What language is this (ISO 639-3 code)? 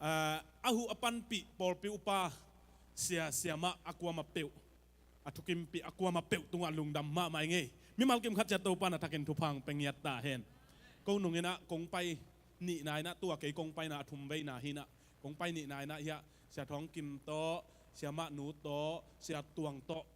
ctd